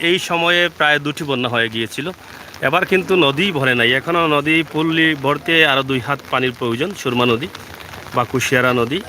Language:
Sylheti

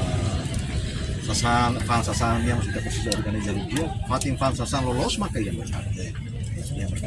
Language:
Tetum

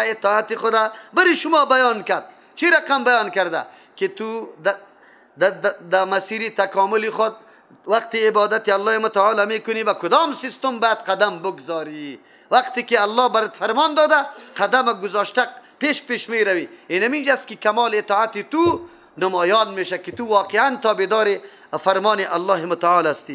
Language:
Persian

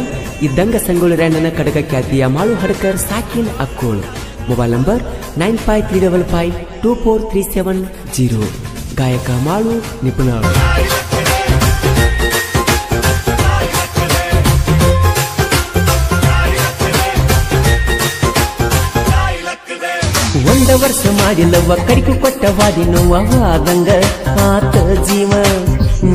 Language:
Kannada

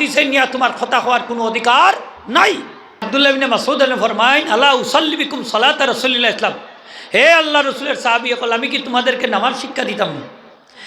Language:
Sylheti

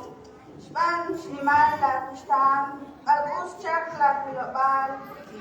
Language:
Kekchí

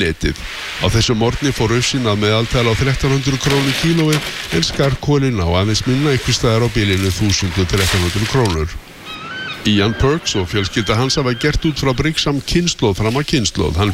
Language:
Icelandic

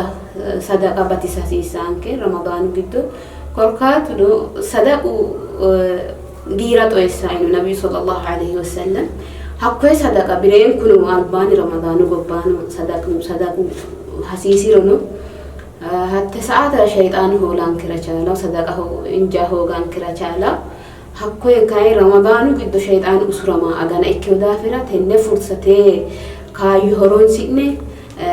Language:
Sidamo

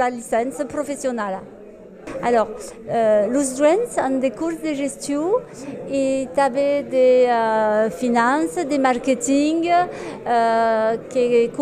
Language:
Occitan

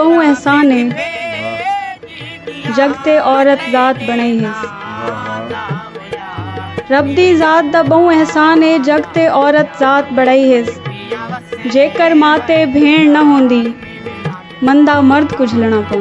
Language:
Saraiki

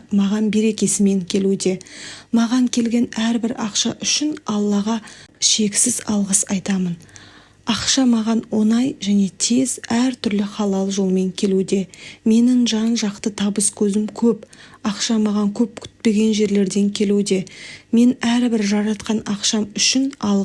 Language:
Kazakh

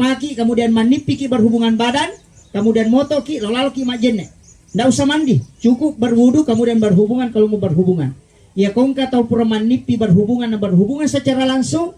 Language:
Buginese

